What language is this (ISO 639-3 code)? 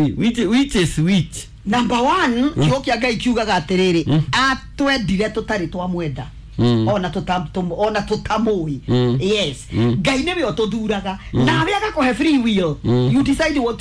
kik